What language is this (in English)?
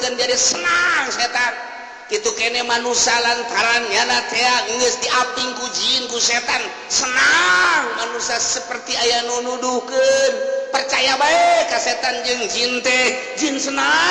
Sundanese